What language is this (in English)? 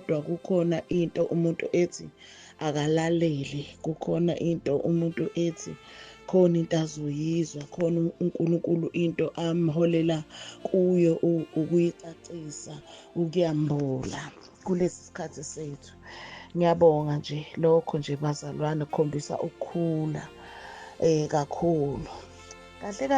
Zulu